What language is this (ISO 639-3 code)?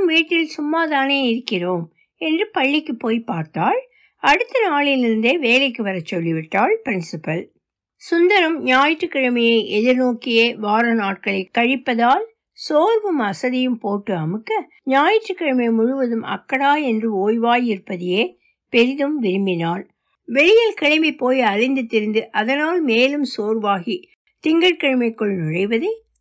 tam